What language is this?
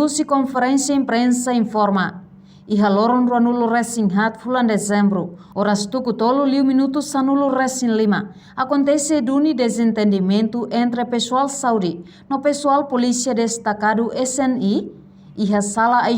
Tetum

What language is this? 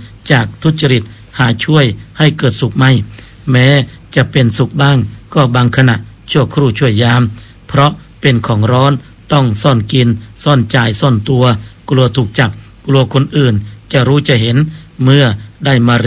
Thai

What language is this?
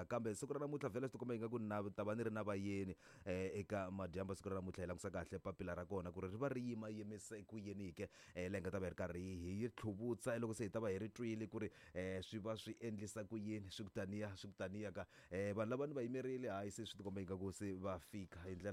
Tsonga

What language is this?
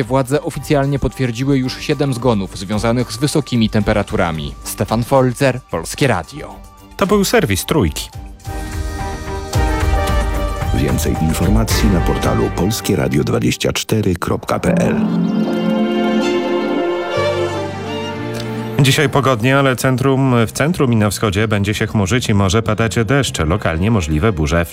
Polish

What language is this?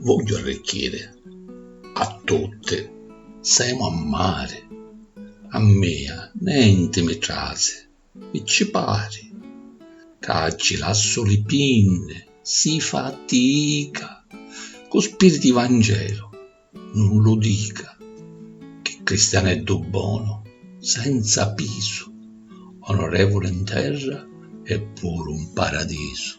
Sicilian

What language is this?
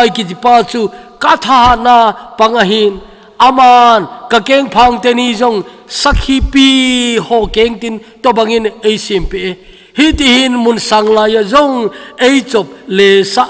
Thado Chin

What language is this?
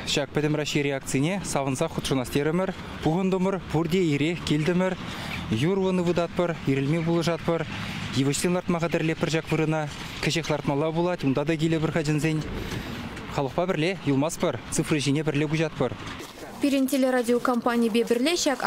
Chuvash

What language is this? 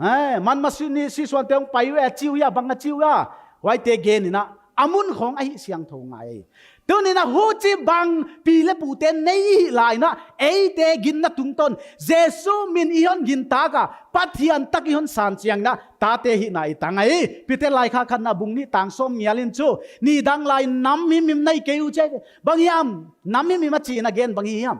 Paite Chin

